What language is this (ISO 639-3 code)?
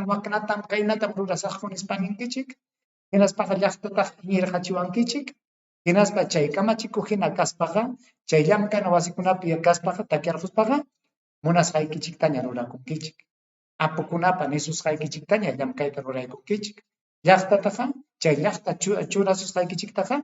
quy